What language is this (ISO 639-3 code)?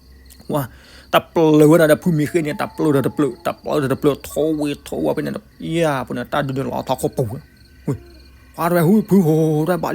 ksw